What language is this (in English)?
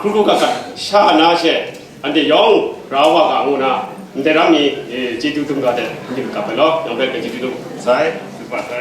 Kachin